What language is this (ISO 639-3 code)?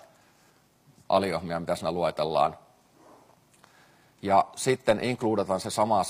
fin